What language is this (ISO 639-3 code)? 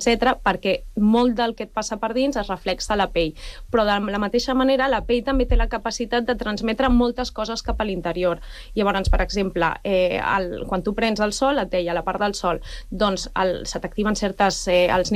cat